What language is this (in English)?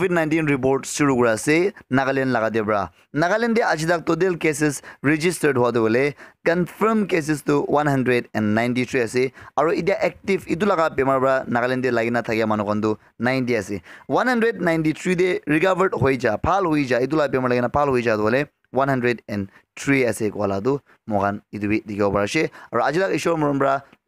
Naga Pidgin